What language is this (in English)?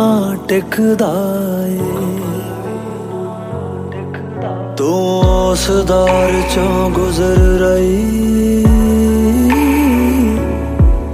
Punjabi